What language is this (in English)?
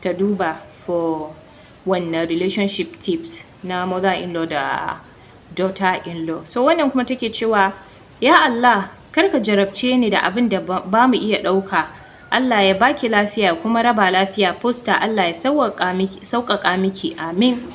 Hausa